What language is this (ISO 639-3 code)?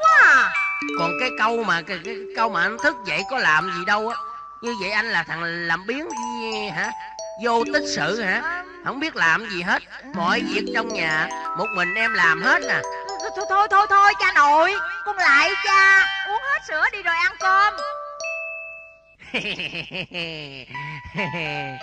vie